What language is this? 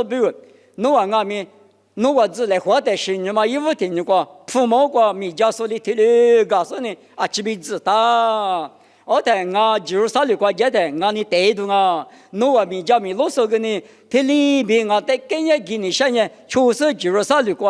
Lisu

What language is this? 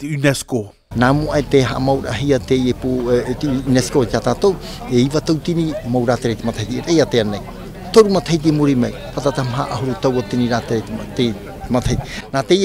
Tahitian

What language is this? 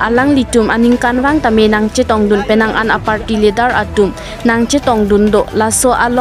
Karbi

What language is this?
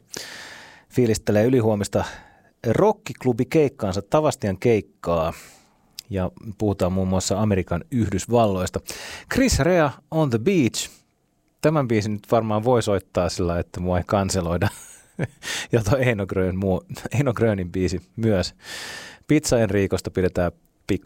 Finnish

